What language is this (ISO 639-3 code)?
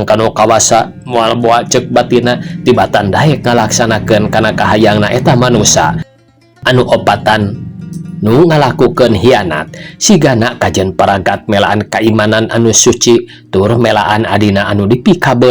sun